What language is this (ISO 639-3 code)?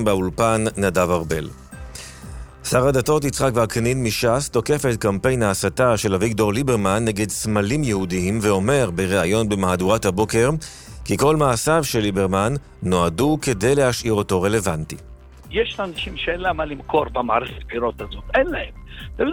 heb